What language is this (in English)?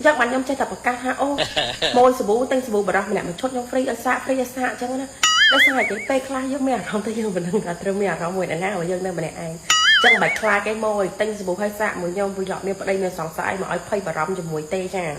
Khmer